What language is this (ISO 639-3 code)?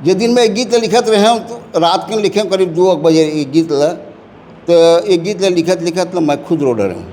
hne